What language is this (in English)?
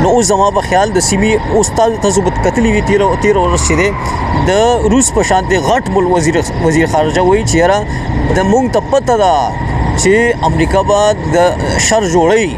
Pashto